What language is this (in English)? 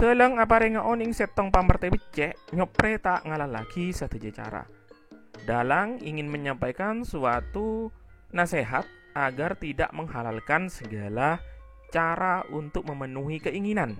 Madurese